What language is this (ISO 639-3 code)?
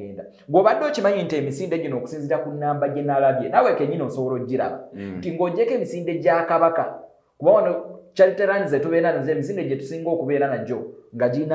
lug